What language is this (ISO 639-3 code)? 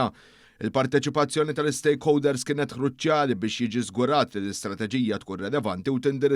mlt